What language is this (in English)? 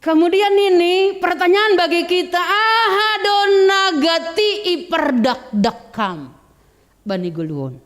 Batak Simalungun